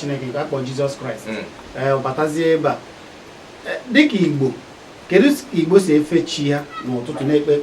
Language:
Igbo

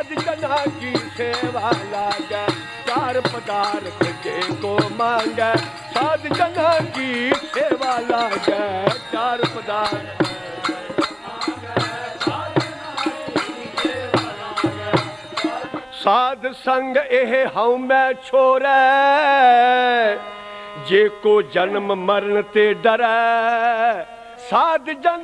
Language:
Punjabi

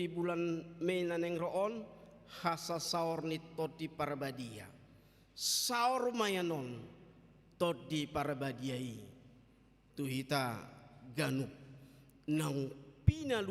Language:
Batak Toba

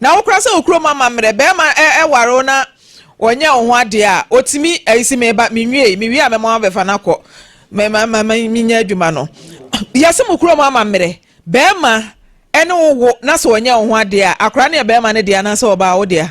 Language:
Akan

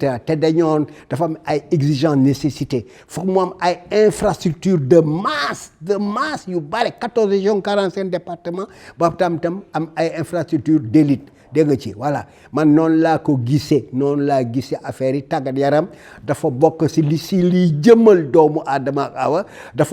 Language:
Wolof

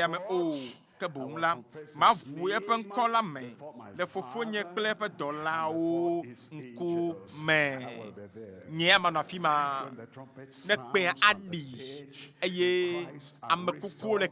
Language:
Ewe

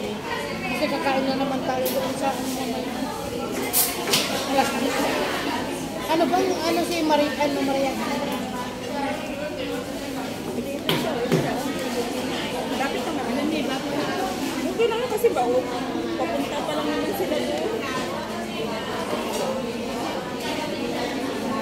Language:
Filipino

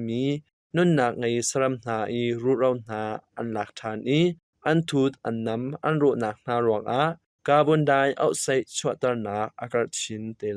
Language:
Hakha Chin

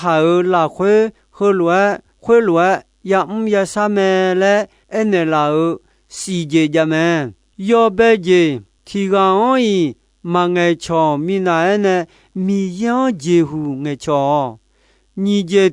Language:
Akha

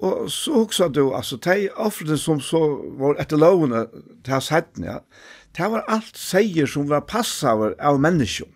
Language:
Faroese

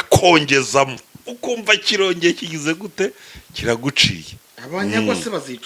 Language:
Kinyarwanda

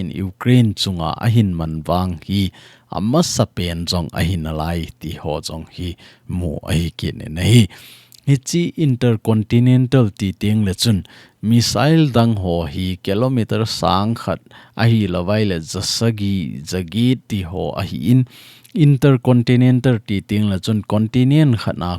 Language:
Thado Chin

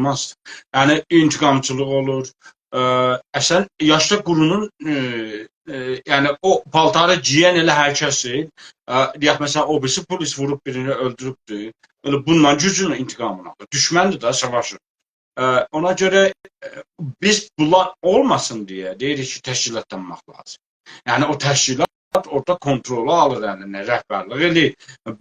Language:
South Azerbaijani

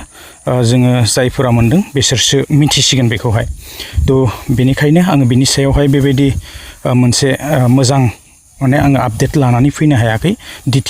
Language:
Bodo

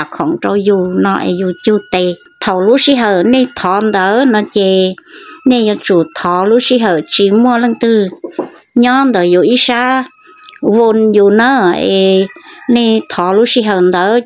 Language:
Hmong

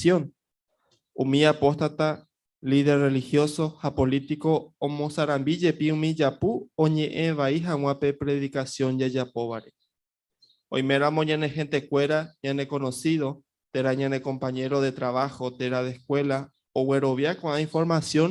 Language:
Guarani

